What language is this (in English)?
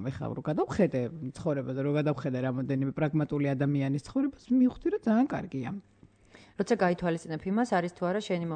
Georgian